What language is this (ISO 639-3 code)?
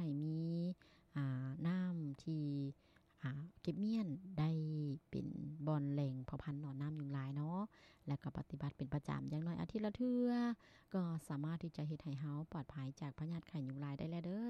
lao